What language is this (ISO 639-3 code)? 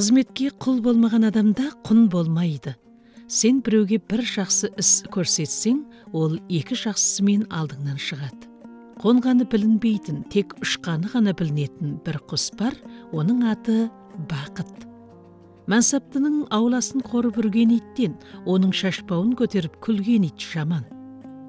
kaz